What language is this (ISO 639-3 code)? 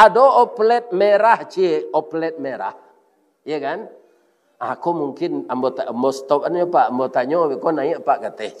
min